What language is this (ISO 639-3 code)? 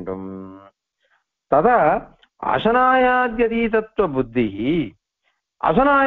tam